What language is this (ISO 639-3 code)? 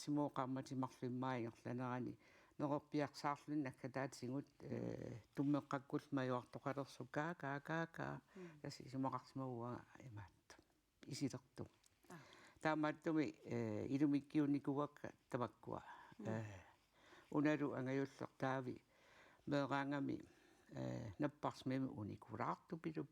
kal